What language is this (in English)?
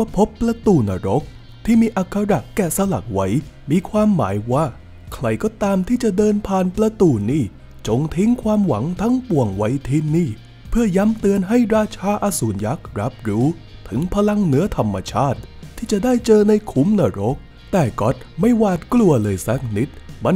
Thai